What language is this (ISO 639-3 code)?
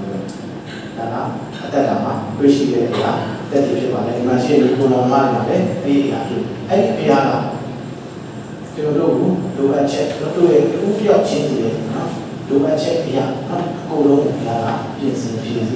mya